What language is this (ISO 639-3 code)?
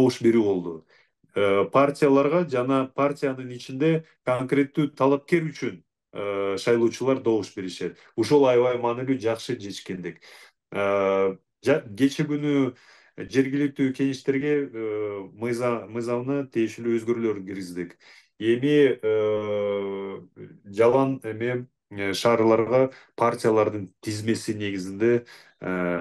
kir